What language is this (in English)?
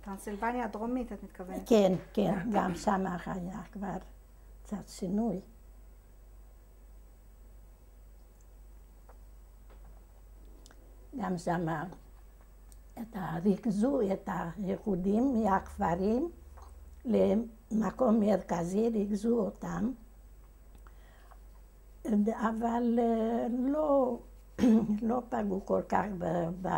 Hebrew